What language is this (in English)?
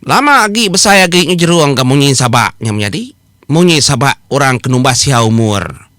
Iban